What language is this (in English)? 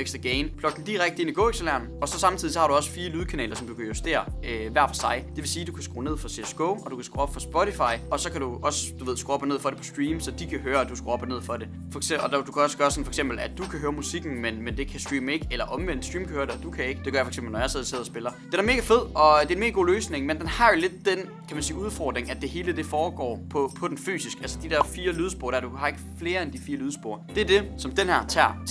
Danish